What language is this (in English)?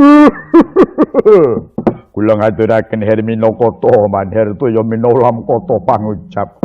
Javanese